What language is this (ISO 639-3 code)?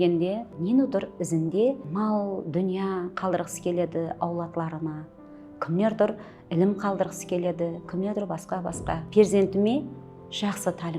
kaa